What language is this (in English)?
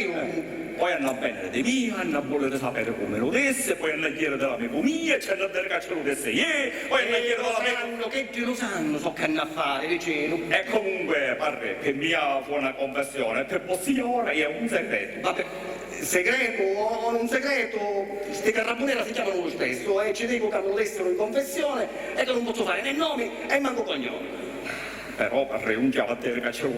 Sicilian